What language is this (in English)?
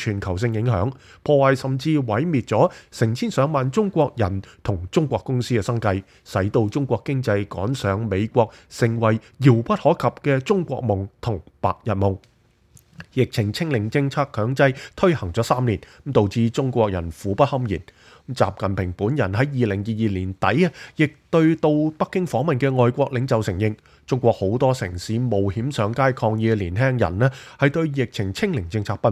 Cantonese